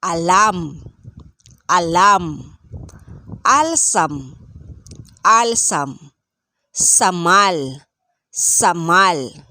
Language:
Pangasinan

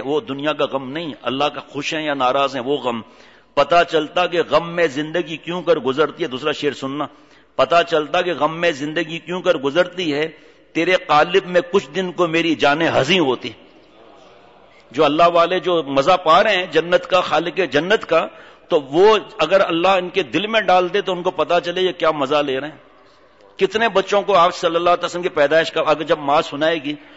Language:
Urdu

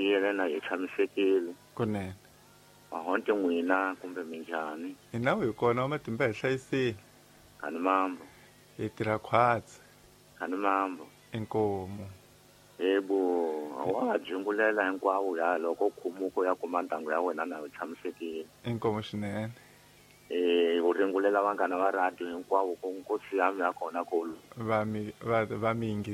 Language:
Tsonga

